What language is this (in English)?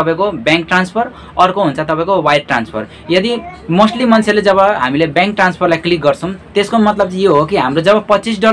Nepali